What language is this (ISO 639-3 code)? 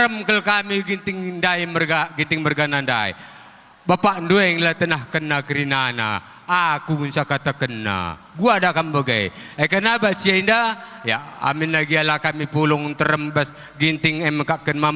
btx